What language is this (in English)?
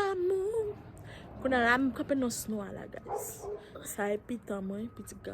Haitian Creole